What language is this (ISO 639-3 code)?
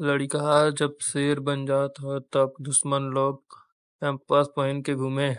bho